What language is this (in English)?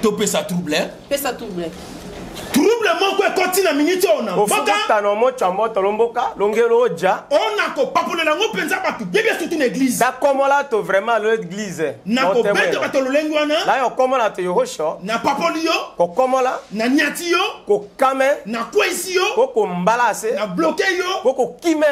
Lingala